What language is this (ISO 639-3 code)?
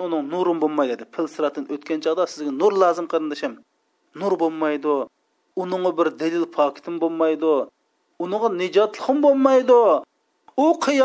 uig